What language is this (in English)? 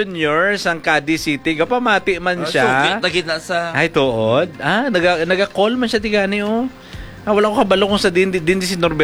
Hiligaynon